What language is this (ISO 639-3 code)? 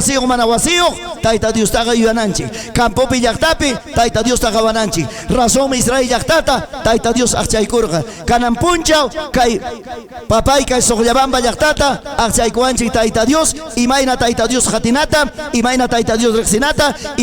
quy